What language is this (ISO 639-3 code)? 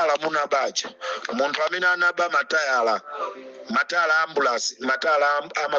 nya